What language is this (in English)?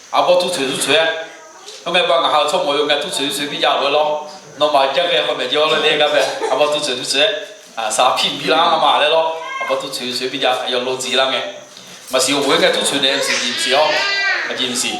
Akha